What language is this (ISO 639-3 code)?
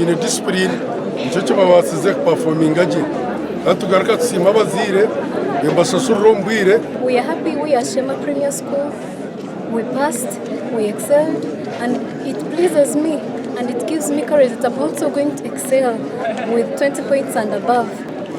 nyn